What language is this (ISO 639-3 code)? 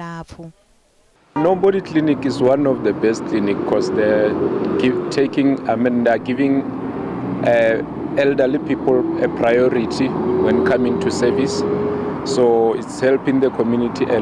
ven